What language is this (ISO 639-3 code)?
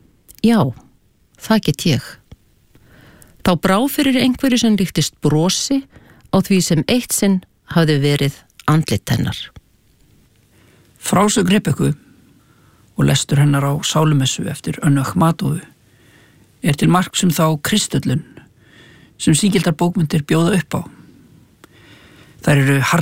isl